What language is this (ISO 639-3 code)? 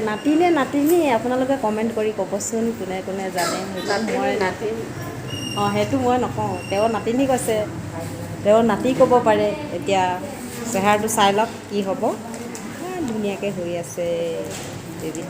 asm